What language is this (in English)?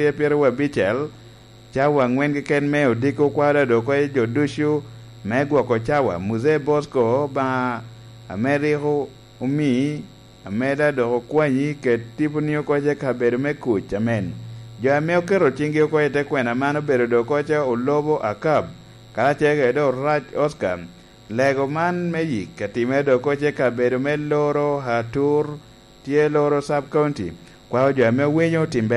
Lango (Uganda)